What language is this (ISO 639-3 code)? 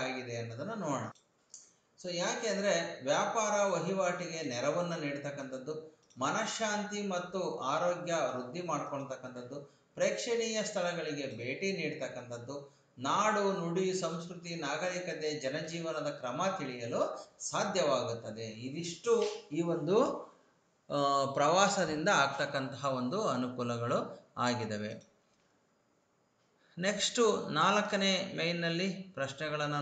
kan